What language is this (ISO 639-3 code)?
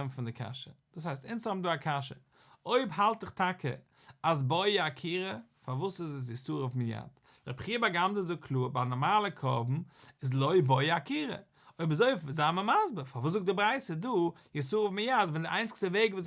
yid